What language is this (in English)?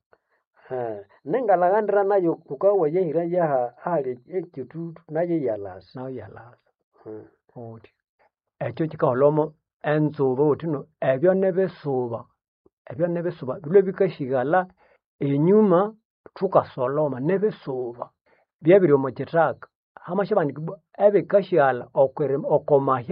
Nande